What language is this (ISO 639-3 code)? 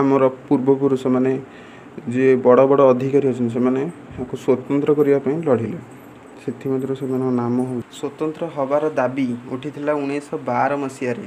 ori